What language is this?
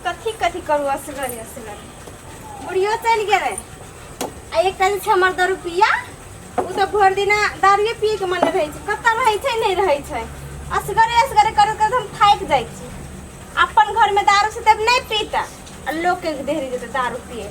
Maithili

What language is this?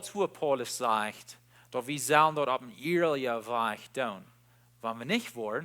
Plautdietsch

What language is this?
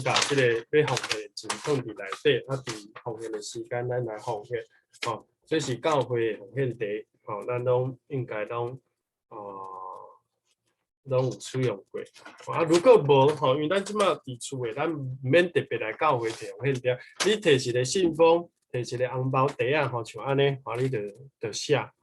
Min Nan Chinese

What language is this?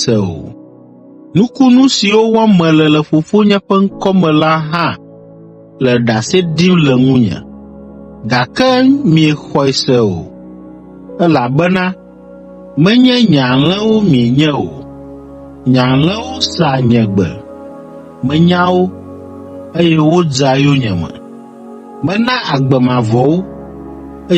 Ewe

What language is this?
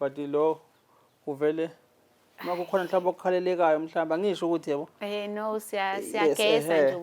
Zulu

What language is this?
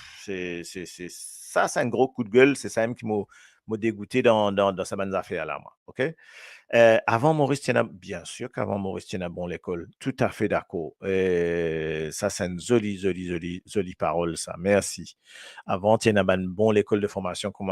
Morisyen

